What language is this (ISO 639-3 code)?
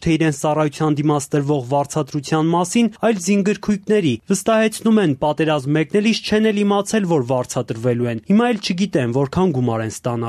hye